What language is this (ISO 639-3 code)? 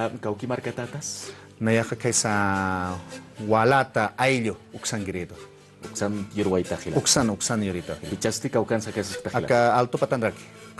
aym